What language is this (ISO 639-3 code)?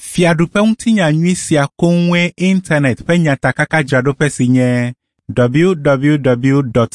ewe